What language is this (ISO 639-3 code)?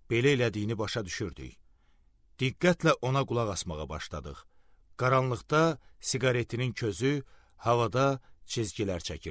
aze